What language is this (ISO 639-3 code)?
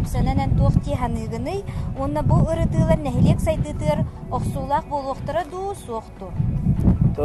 sah